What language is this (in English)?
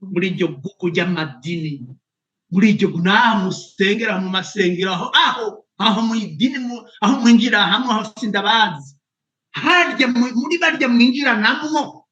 Rundi